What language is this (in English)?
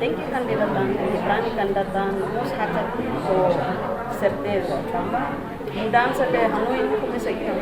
Tetum